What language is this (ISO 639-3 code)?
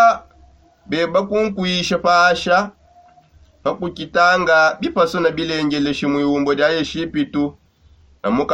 sop